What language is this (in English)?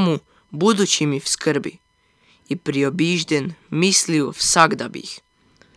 Croatian